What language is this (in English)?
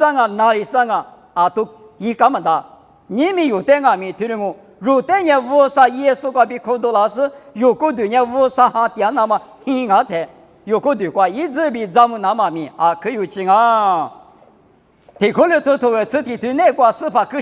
Lisu